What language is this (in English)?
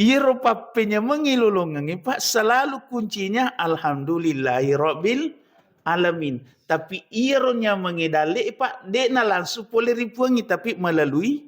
Buginese